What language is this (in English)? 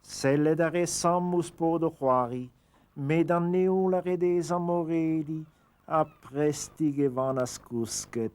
Breton